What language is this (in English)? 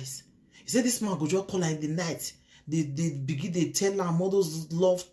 Nigerian Pidgin